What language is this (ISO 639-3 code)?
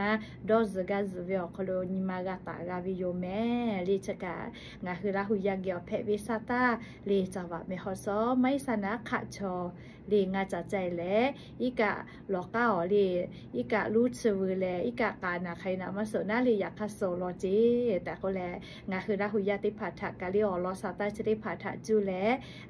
lhu